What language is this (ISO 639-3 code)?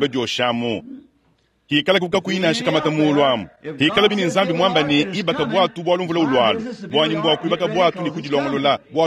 lua